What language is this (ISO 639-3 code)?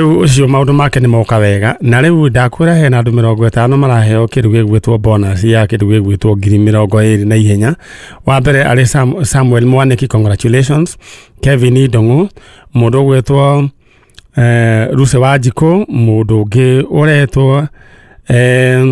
kik